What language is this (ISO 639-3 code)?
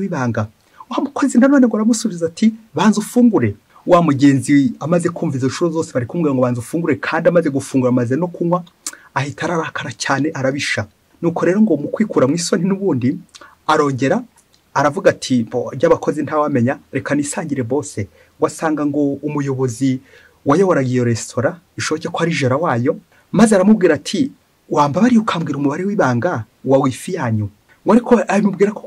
kin